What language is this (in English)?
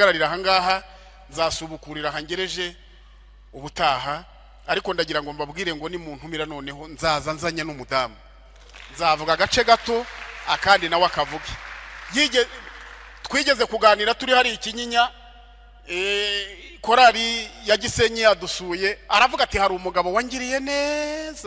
Kinyarwanda